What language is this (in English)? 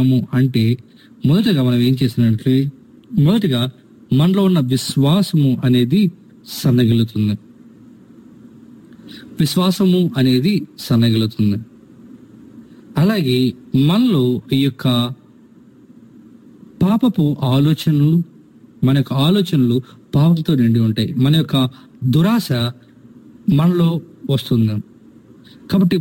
Telugu